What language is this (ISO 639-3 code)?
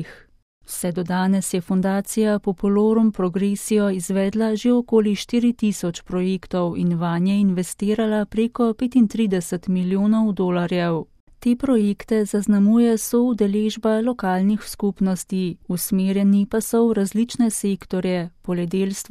slv